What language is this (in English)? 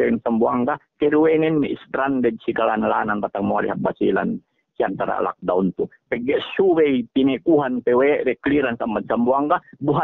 Yakan